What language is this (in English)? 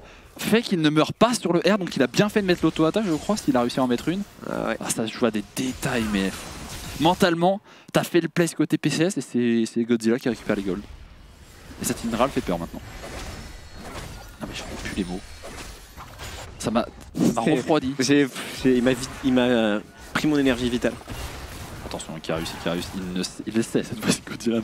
French